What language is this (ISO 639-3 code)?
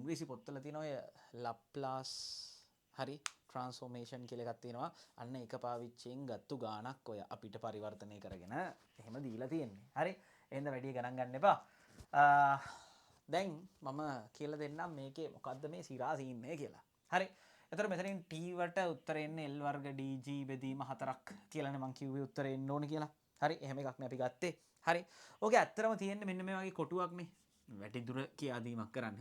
sin